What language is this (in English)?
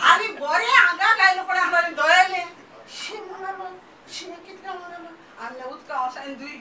Konkani